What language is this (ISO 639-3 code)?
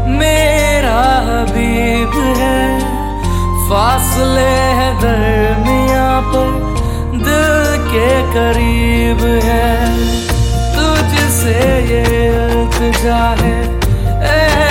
hin